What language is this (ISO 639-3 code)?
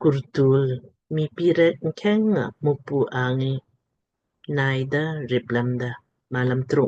lmk